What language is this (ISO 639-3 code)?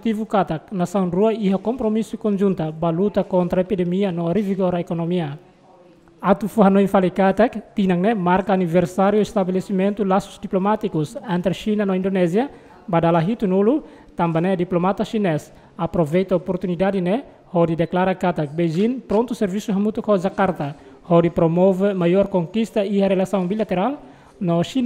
tet